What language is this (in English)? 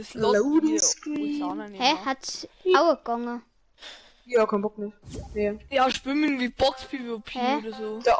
Bavarian